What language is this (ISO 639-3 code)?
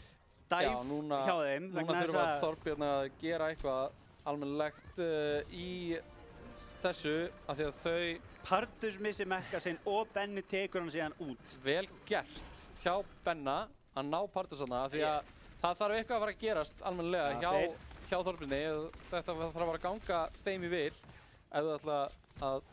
isl